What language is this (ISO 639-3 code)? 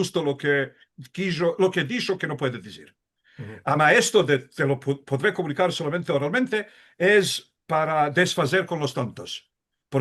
lad